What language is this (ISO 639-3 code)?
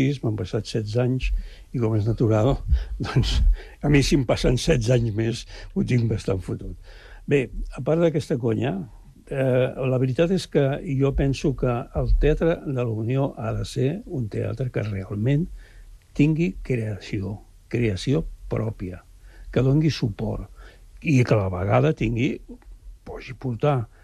cat